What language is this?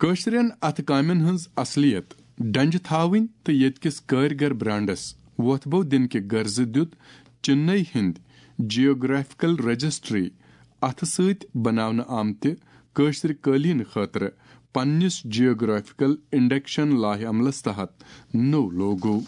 Kashmiri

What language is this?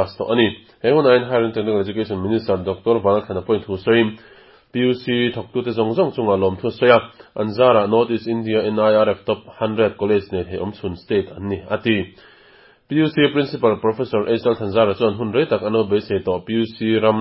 Mizo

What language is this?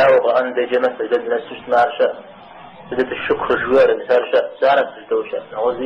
Kabardian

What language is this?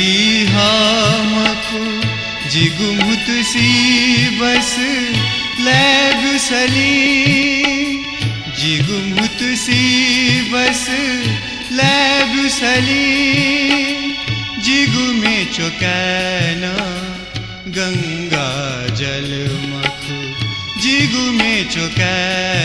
Newari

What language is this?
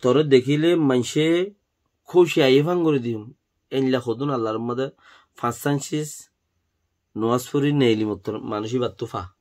Rohingya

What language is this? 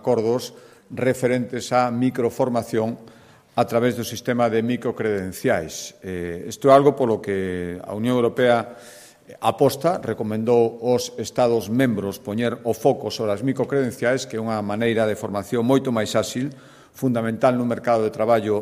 Galician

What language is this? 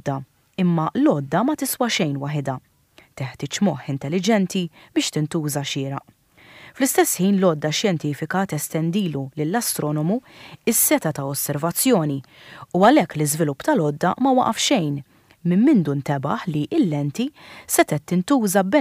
Maltese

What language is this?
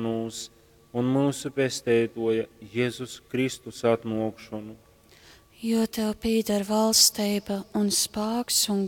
Latgalian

